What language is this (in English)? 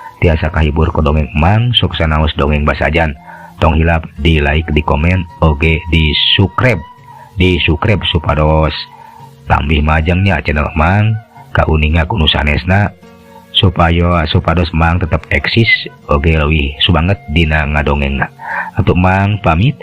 Sundanese